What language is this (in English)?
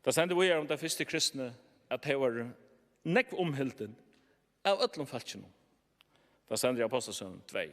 Faroese